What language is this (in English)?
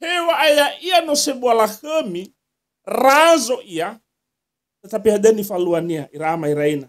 Nias